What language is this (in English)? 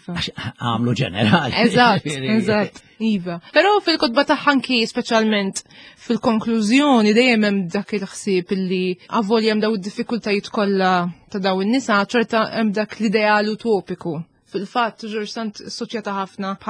Maltese